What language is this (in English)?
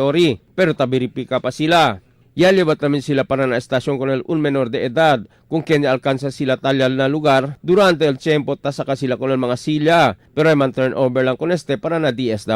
Chavacano